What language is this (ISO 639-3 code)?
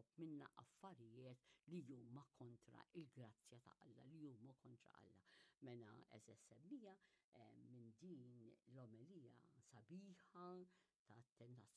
mlt